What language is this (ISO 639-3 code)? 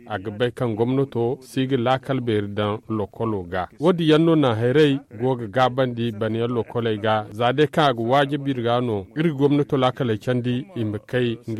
dje